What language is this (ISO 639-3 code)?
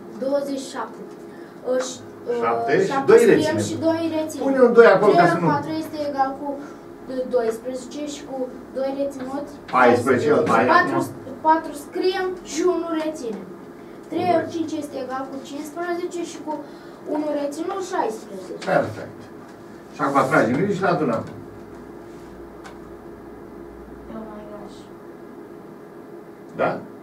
ron